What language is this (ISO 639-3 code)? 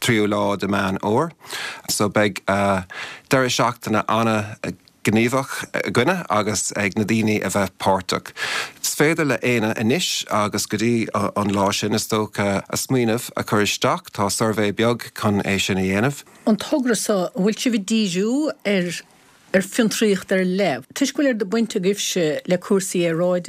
gle